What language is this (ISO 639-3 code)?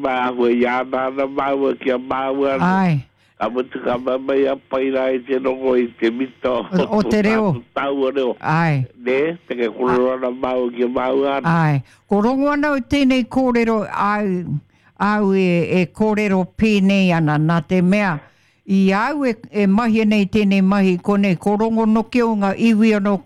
mri